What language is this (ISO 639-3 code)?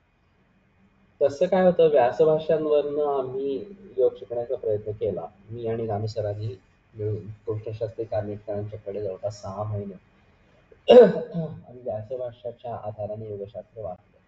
mar